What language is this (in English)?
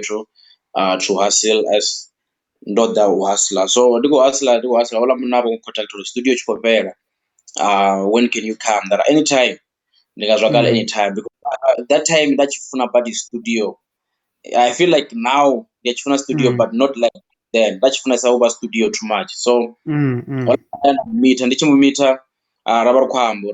Venda